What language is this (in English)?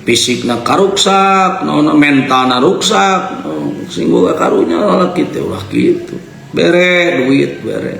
Sundanese